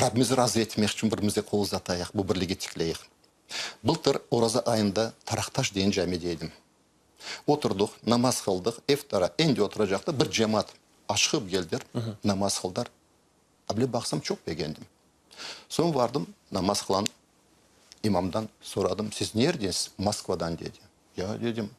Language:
Crimean Tatar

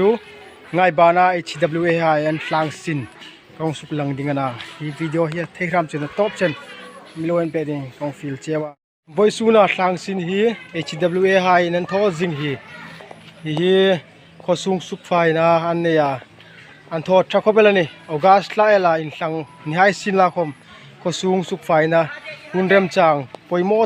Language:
Hmar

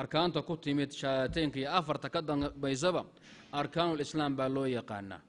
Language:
Somali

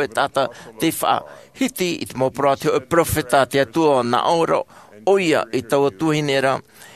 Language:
Tahitian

